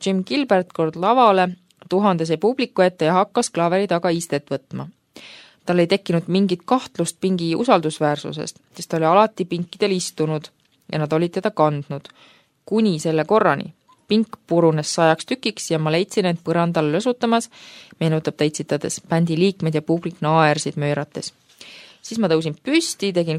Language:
Estonian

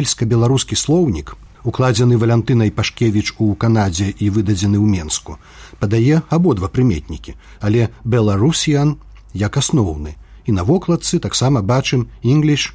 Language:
Belarusian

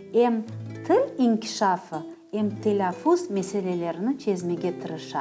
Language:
Crimean Tatar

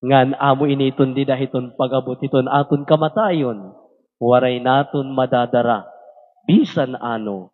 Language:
Waray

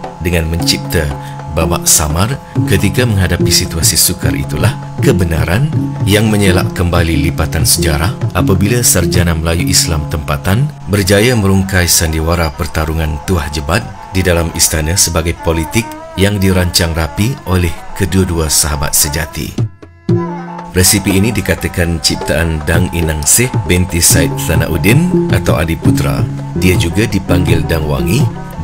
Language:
Malay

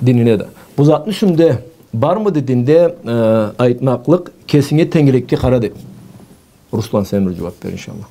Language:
Karachay-Balkar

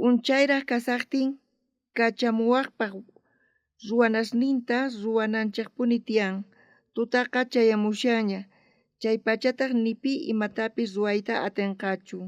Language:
South Bolivian Quechua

